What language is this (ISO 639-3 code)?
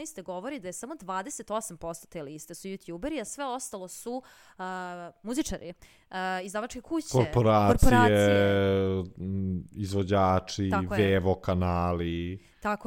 srp